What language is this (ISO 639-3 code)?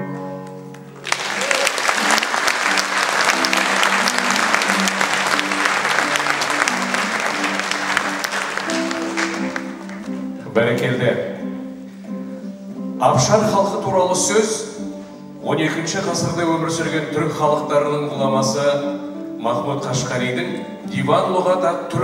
kaz